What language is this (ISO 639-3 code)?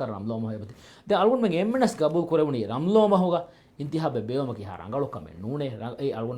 div